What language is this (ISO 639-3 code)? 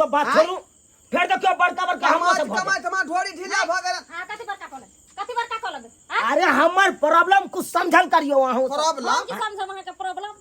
mai